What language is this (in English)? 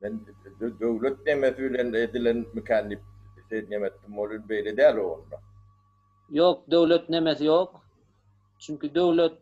Turkmen